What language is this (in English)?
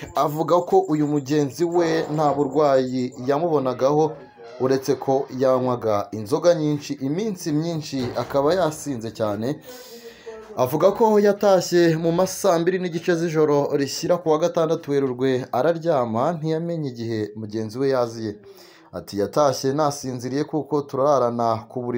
Kinyarwanda